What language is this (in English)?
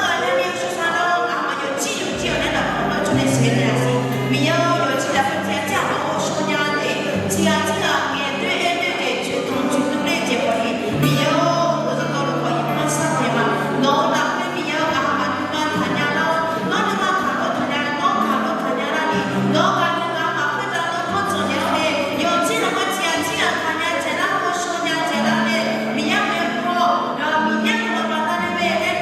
Akha